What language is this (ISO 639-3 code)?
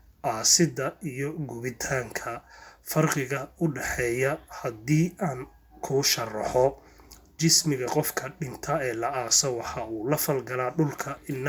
som